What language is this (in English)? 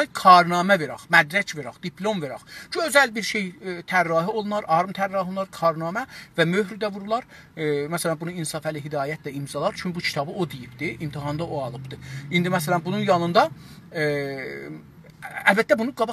South Azerbaijani